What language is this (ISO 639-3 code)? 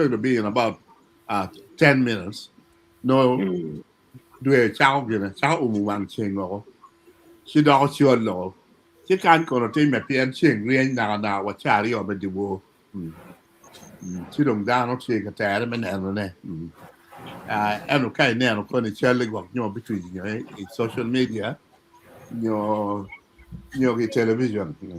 ach